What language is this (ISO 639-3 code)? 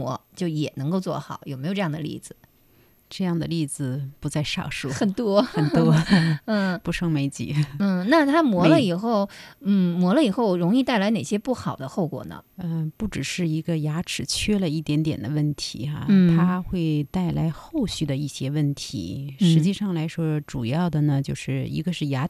zho